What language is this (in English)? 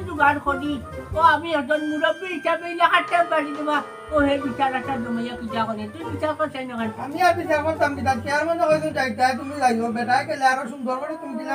Sylheti